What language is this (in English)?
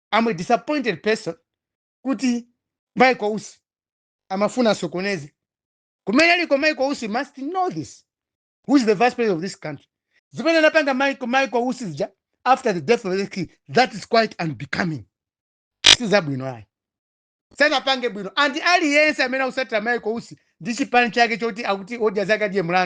Nyanja